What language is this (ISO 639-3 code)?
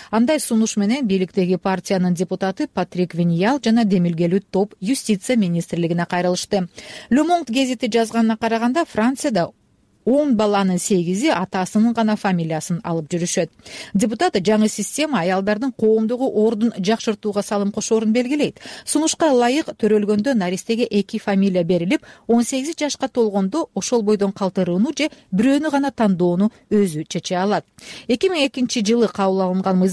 kir